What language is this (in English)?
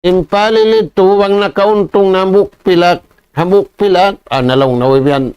Tausug